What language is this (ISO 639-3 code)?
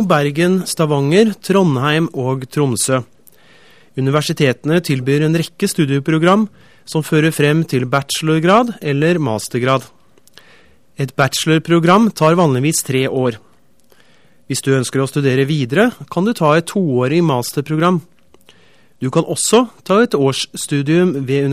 nor